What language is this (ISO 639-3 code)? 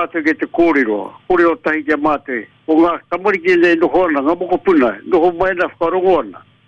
mri